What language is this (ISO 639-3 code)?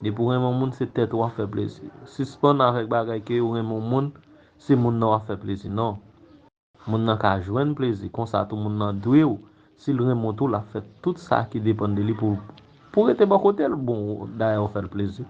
hat